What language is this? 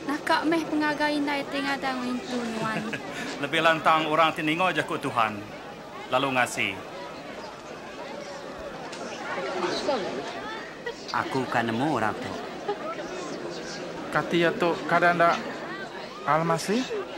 Iban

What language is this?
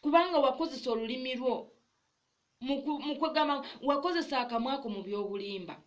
Ganda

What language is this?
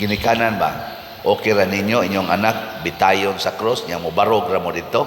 Cebuano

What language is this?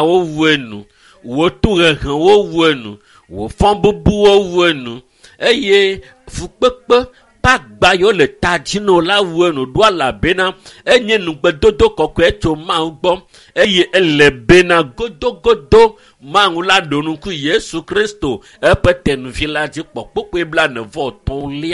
Ewe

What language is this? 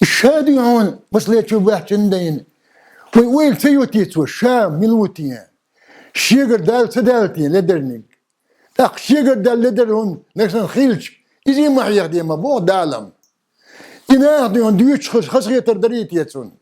Chechen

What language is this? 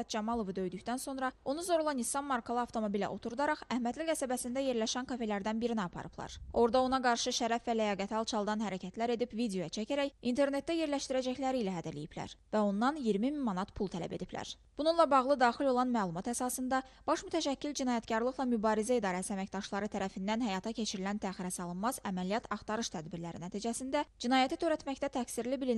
Azerbaijani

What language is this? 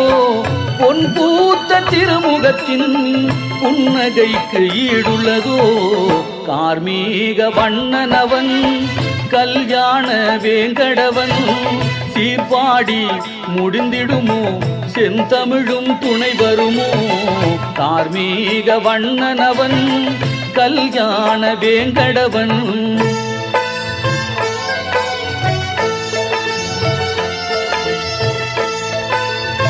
Tamil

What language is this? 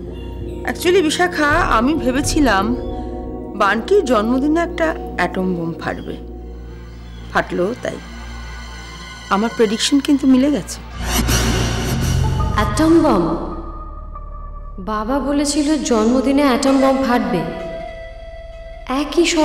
Bangla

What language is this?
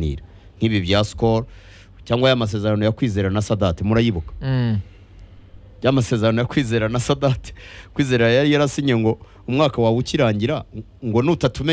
Kinyarwanda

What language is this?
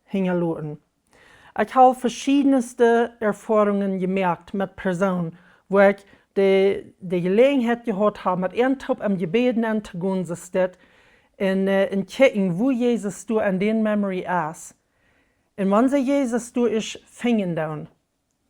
Plautdietsch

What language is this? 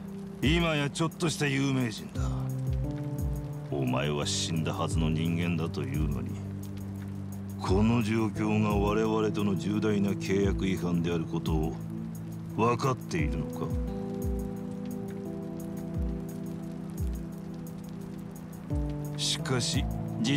Japanese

